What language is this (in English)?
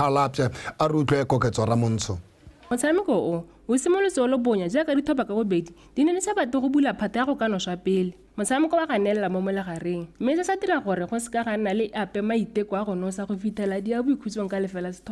Tswana